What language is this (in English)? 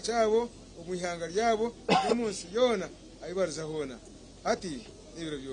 Nyankole